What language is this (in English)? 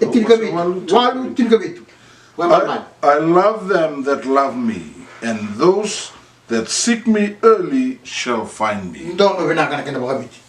Fijian